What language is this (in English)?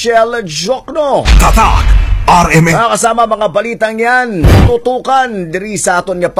Hiligaynon